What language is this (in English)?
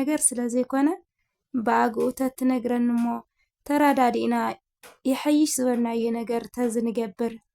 Tigrinya